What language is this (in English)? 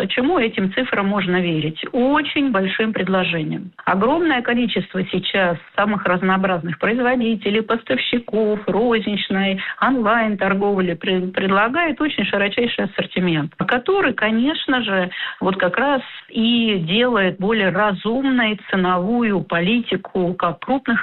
Russian